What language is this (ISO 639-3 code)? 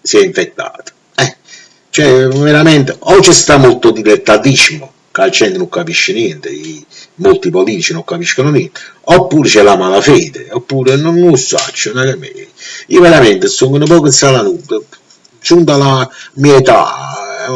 nap